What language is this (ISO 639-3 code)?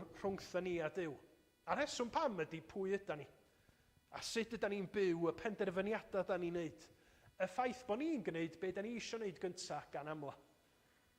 cym